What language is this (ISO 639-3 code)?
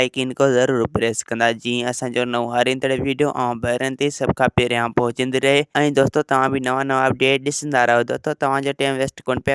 snd